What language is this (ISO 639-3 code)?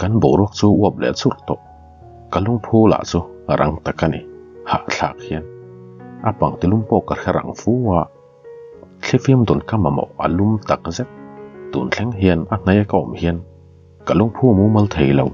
lus